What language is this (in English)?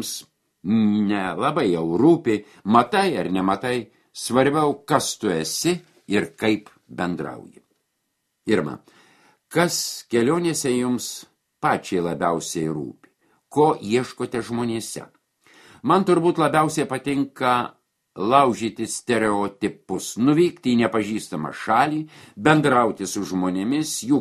Lithuanian